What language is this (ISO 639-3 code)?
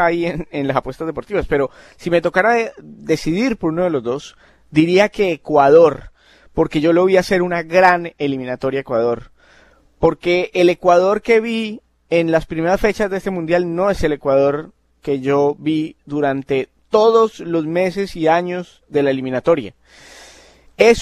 spa